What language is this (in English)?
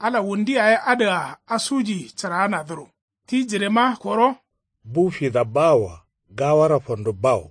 Kanuri